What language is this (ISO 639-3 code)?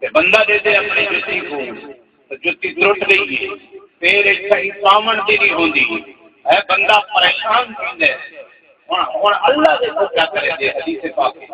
skr